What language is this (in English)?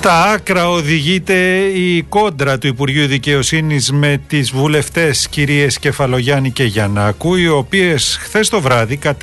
Greek